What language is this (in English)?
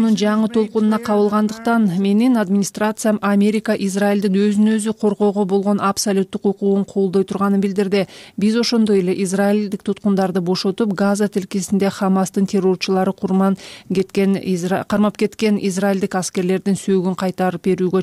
Kyrgyz